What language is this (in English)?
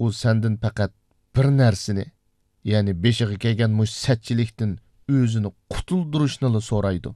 Uyghur